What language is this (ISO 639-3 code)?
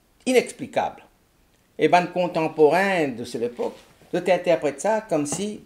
mfe